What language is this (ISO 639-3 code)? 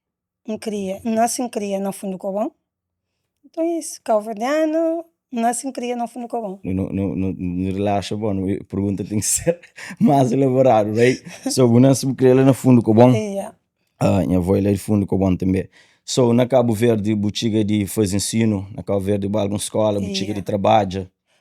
kea